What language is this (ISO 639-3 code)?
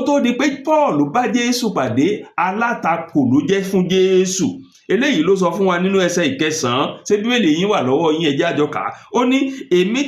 yor